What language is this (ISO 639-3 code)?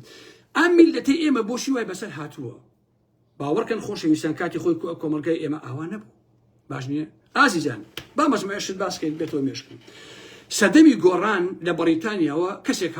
ckb